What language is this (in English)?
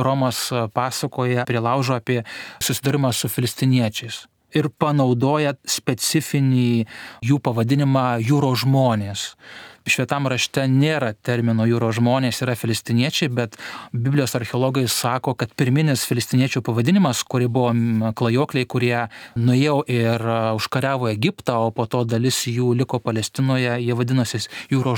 Lithuanian